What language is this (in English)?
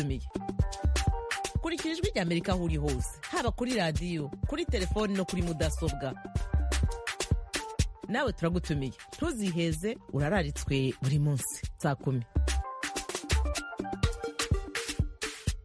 Kinyarwanda